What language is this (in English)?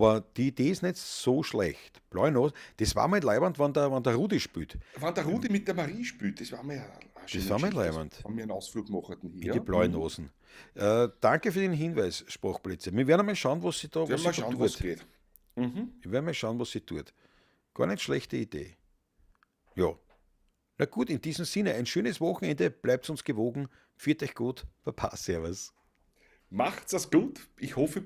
Bavarian